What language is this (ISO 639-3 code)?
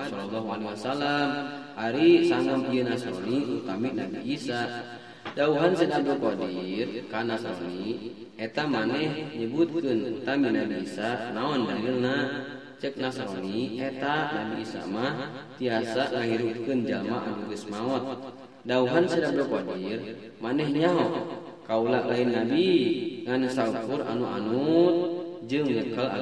sun